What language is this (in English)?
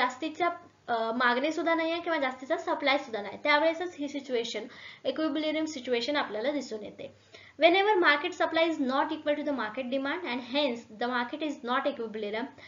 Marathi